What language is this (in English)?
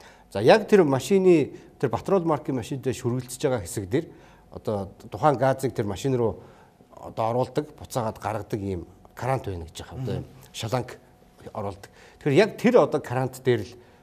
Mongolian